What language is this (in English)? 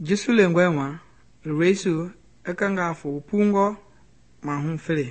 Mende